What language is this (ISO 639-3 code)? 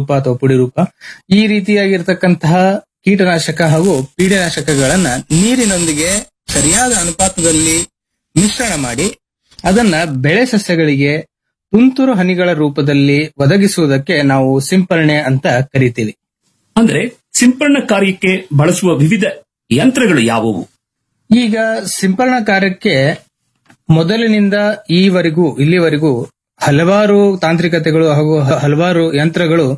kan